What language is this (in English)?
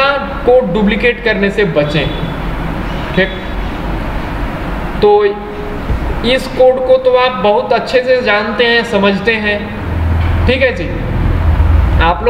Hindi